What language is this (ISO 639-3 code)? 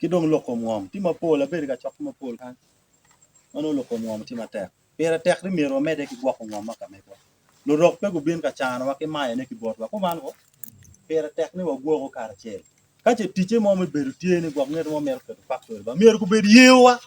ach